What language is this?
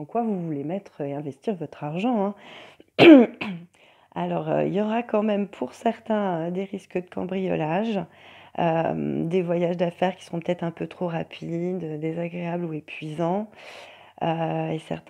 French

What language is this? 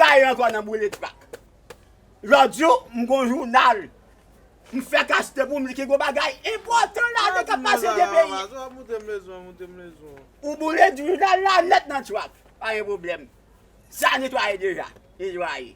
Haitian Creole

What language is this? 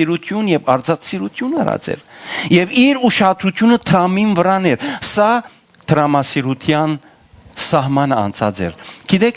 Western Armenian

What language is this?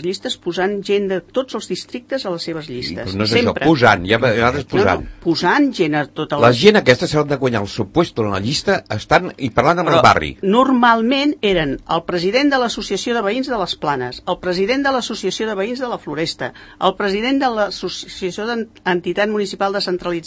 Catalan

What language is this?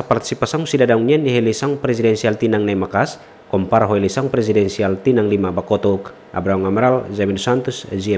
Tetum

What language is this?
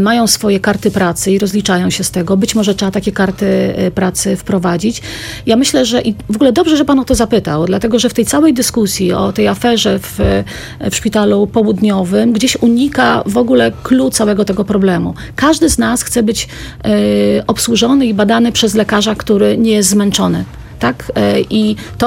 Polish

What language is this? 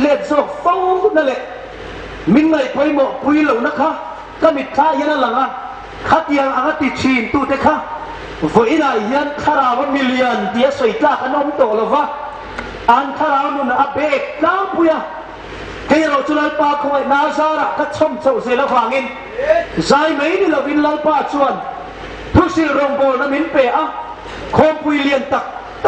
Hmar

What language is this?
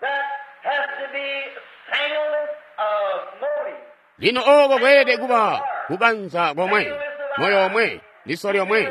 Tonga (Zambia)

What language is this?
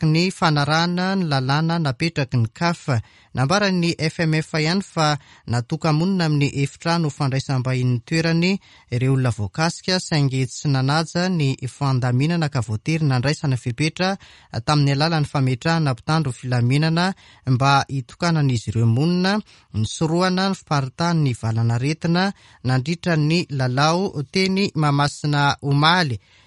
Malagasy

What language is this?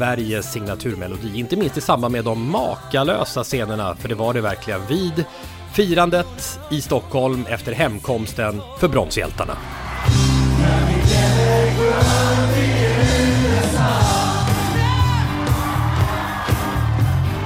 Swedish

